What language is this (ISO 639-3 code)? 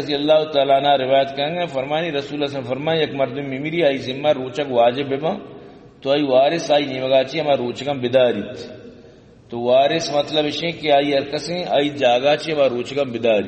bal